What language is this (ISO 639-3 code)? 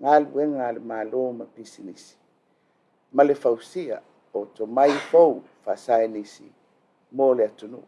smo